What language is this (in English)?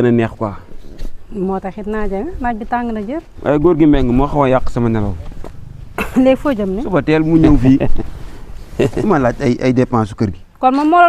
Wolof